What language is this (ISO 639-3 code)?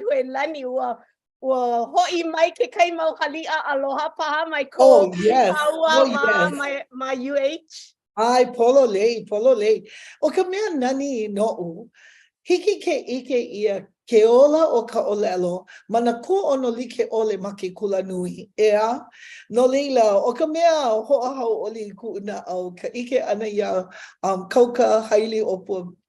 haw